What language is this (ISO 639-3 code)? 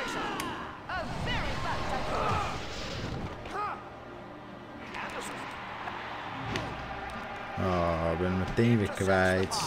nld